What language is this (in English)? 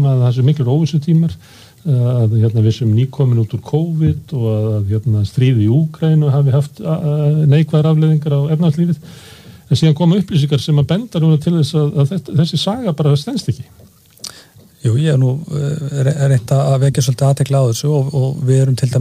Icelandic